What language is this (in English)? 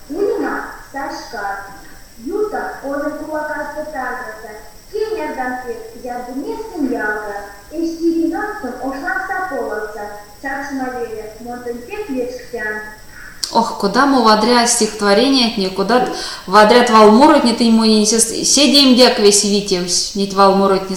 Erzya